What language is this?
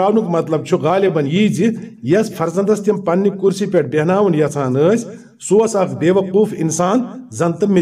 Kashmiri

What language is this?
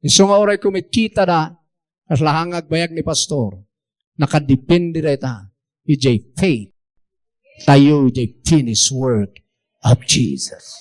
Iloko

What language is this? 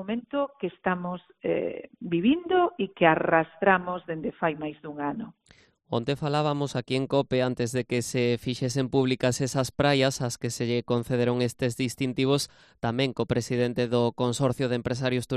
Galician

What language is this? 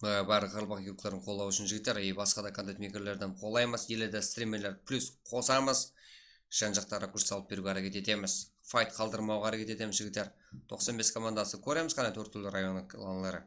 Kara-Kalpak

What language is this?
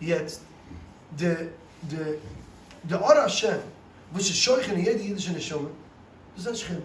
Yiddish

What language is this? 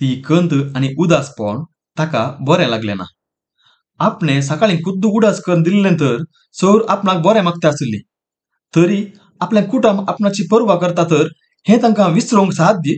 Konkani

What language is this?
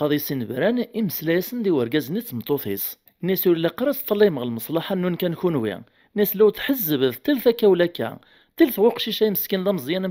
Kabyle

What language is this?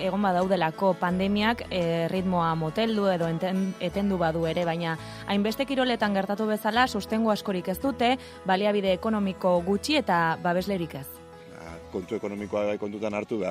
Basque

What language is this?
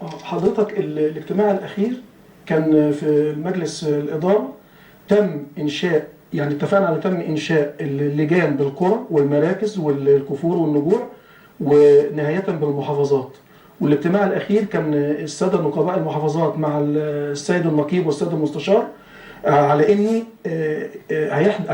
Egyptian Arabic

